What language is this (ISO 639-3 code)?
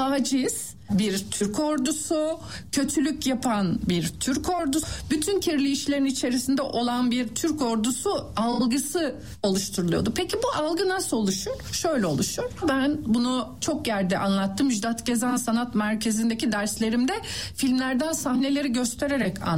tur